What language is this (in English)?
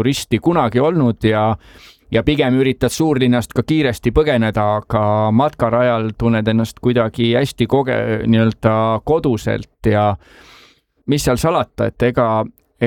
Estonian